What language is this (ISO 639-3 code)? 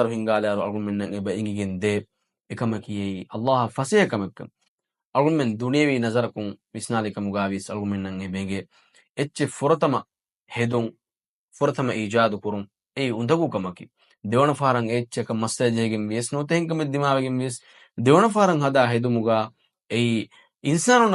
div